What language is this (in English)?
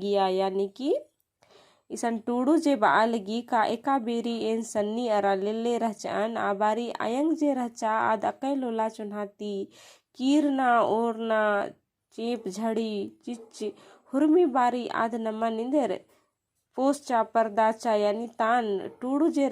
Kurukh